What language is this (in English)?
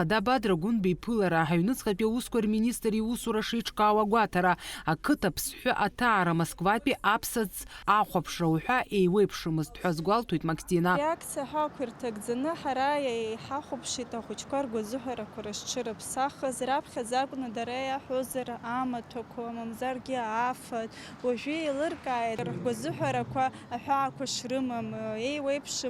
Abkhazian